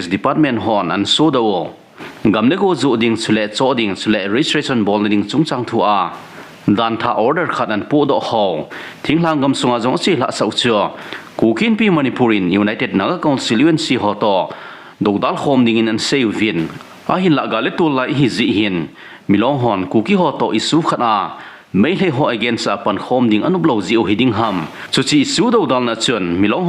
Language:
Thado Chin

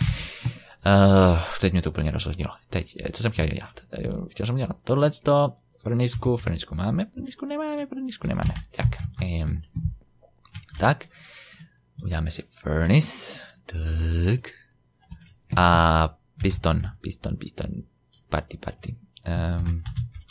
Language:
Czech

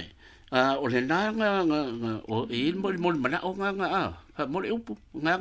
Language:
Samoan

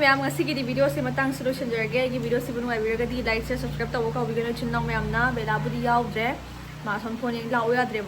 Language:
Manipuri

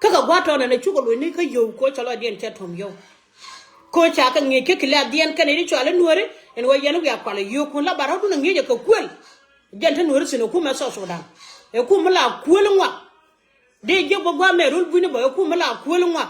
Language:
Nuer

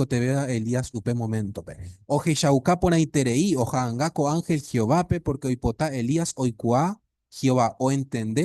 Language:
Guarani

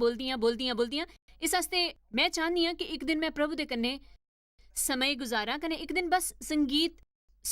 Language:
Dogri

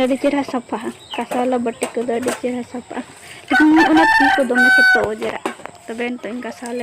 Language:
Santali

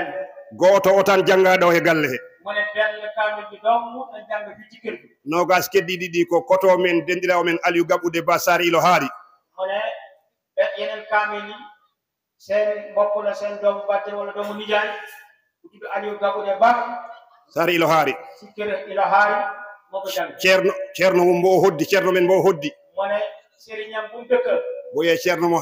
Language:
Fula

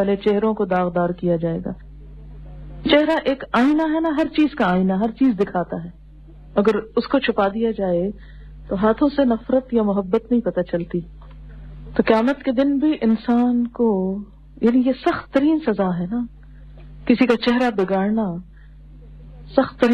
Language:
Urdu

